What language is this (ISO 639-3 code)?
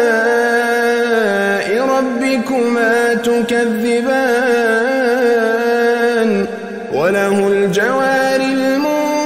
ara